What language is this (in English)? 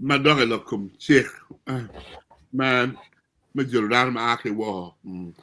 Acoli